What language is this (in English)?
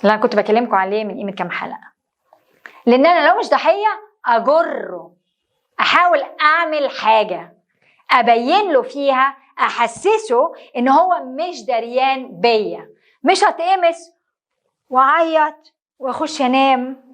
Egyptian Arabic